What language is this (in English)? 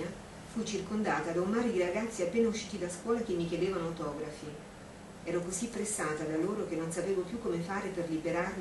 Italian